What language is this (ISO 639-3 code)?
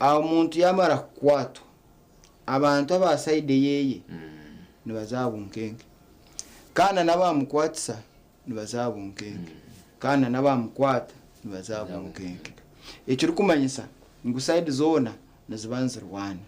nyn